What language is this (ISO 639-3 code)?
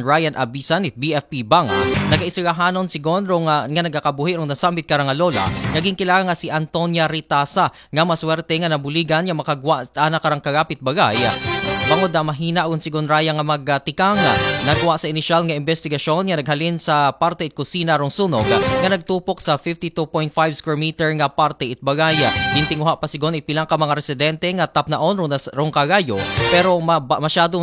akl